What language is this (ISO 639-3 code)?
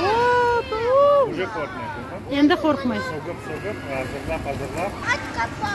crh